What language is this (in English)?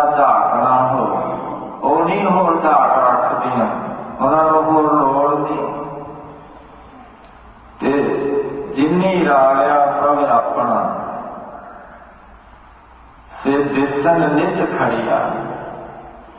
Punjabi